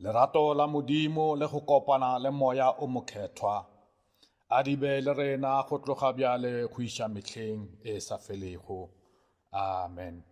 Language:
Northern Sotho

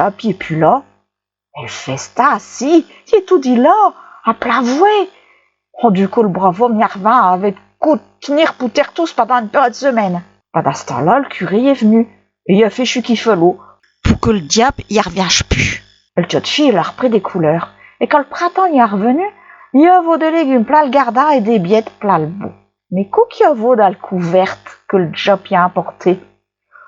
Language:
Picard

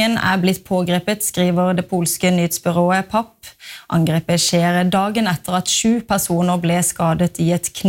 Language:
Norwegian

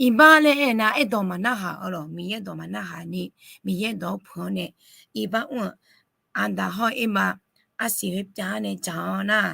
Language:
Akha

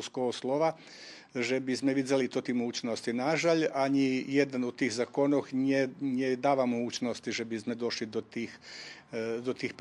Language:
Rusyn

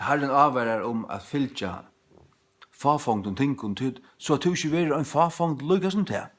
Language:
Faroese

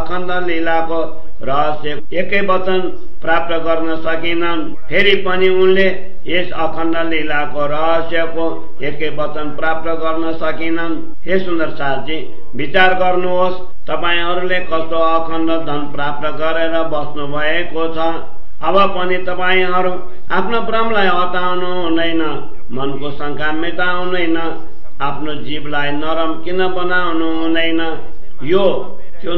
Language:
Nepali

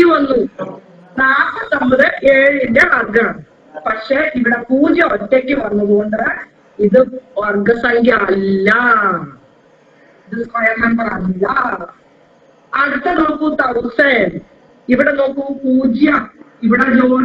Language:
Malayalam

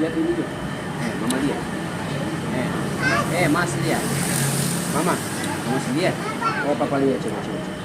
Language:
Ambonese Malay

